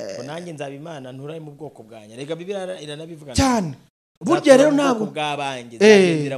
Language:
Kinyarwanda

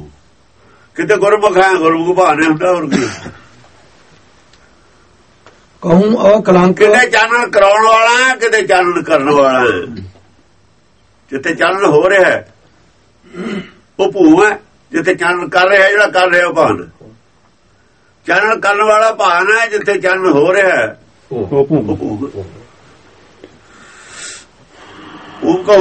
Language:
Punjabi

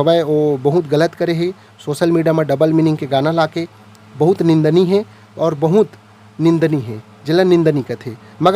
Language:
Chhattisgarhi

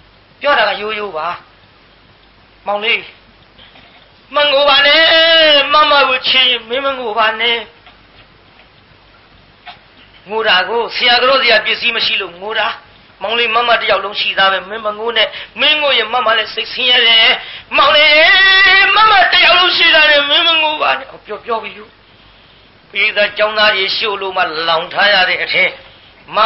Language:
Burmese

